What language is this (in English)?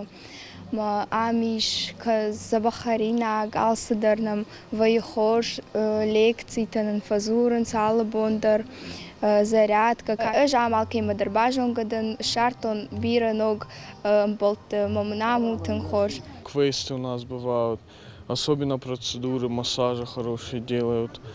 Ossetic